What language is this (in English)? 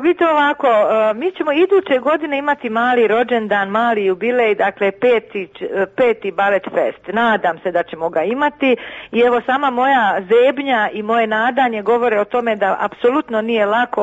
Croatian